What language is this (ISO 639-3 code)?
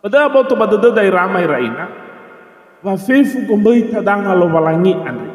nia